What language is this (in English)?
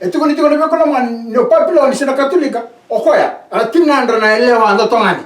Fijian